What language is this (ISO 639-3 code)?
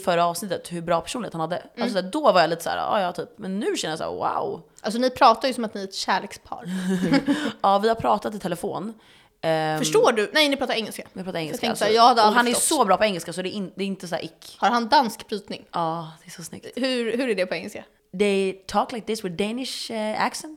swe